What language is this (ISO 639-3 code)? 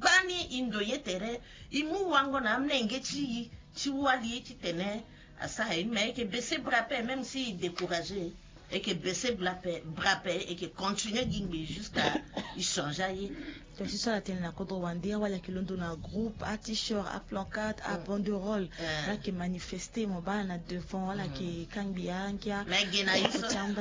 sag